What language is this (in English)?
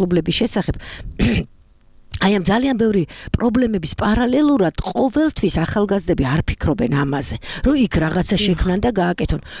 Georgian